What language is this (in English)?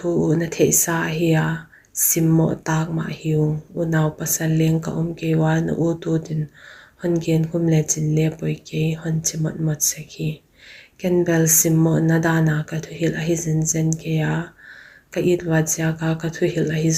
Paite Chin